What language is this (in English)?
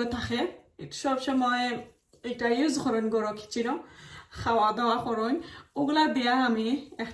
Sylheti